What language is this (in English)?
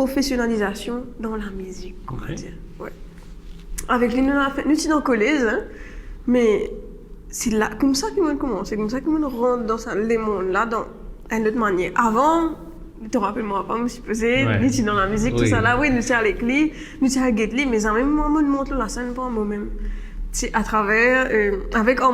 Morisyen